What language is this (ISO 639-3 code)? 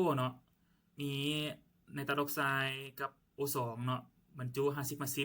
lao